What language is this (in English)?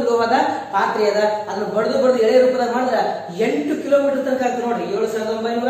Kannada